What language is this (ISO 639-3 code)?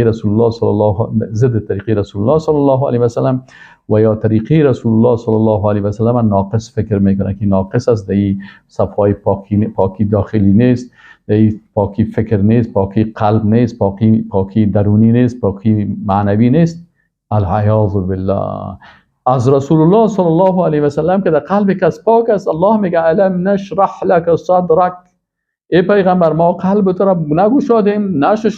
fas